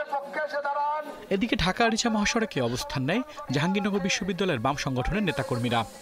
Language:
Bangla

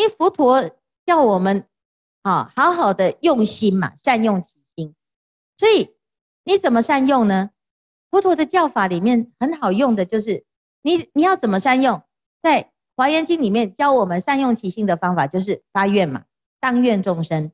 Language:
Chinese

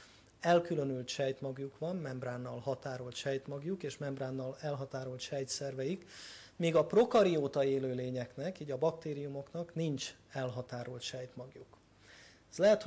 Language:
Hungarian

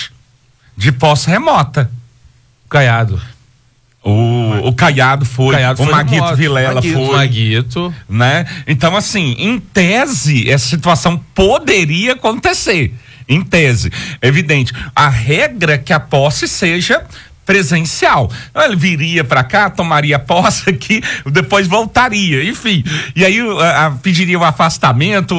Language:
Portuguese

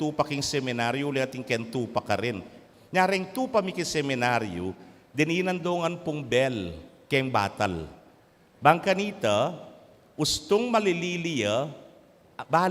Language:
Pampanga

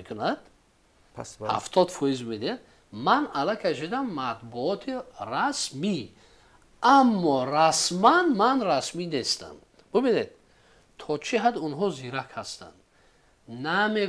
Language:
Tajik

